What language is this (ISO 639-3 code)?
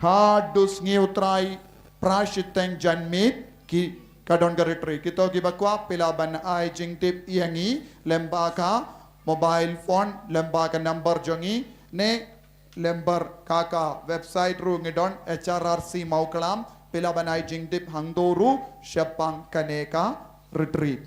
kha